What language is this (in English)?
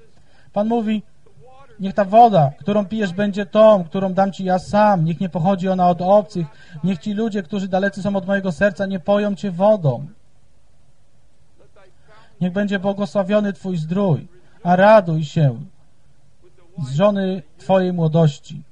Polish